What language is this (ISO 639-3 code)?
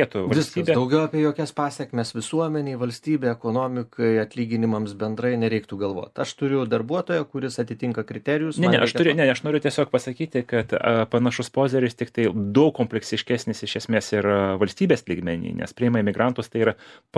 lit